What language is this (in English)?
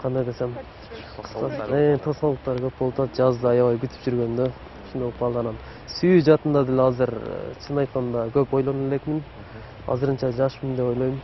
Kyrgyz